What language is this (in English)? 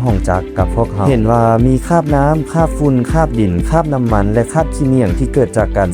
Lao